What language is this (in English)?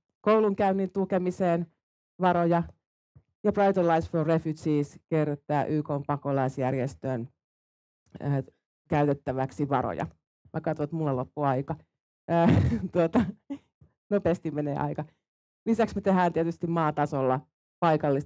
Finnish